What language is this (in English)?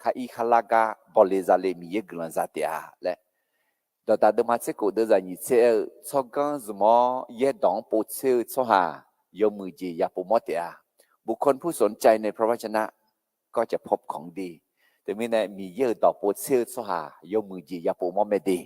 Akha